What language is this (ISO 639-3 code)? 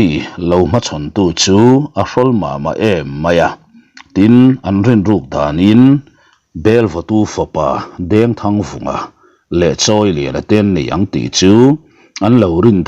lus